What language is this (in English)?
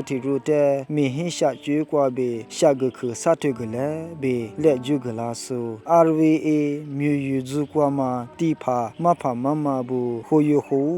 Lisu